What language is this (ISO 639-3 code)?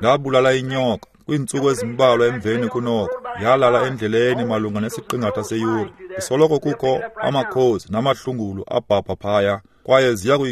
xho